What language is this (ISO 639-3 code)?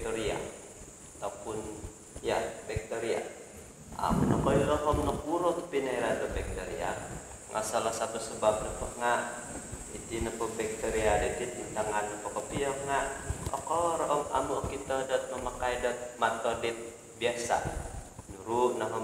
dtp